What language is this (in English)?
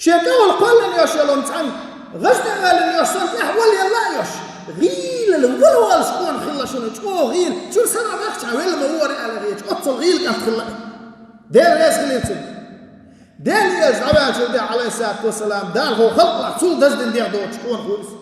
Chechen